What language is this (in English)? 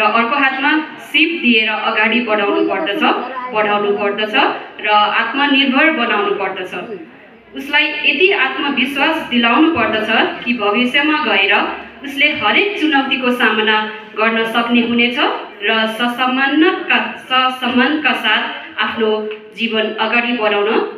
Nepali